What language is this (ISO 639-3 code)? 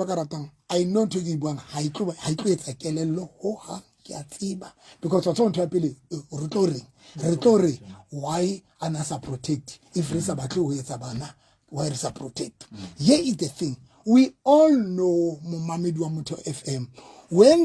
sot